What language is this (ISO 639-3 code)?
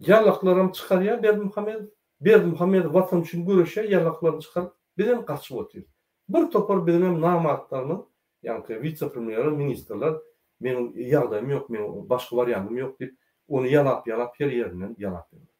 tuk